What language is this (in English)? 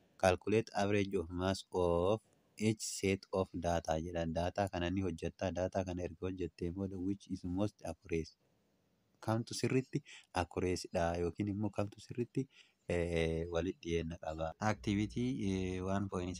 Oromo